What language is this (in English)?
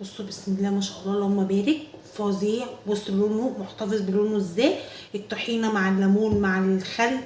Egyptian Arabic